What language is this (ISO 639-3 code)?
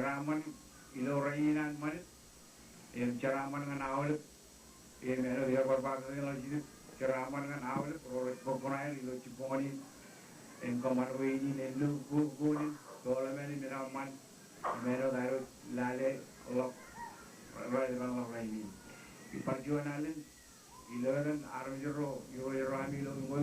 mah